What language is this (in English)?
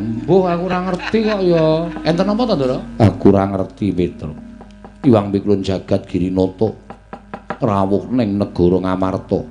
Javanese